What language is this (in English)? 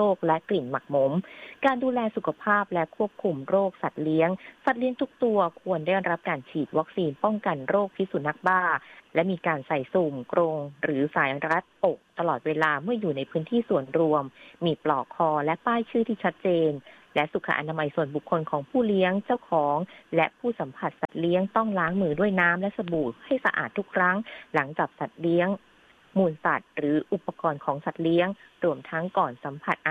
Thai